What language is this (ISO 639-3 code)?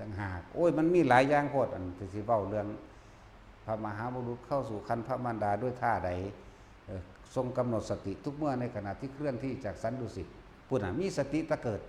tts